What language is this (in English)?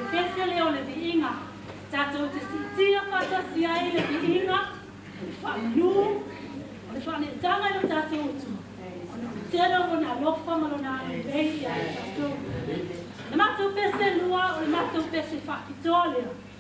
Samoan